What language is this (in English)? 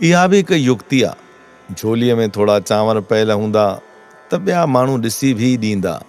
Sindhi